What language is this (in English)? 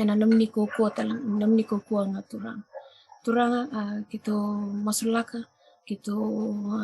Fijian